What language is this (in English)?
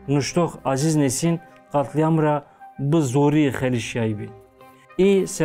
Zaza